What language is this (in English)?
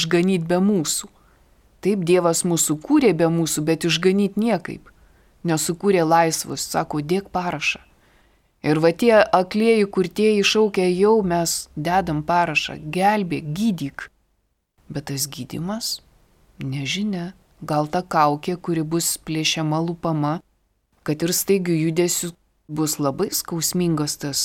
Lithuanian